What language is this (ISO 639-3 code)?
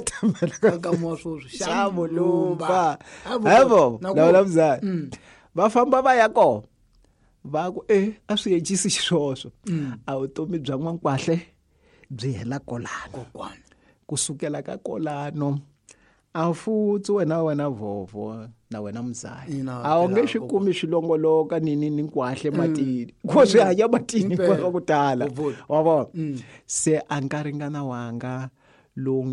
tso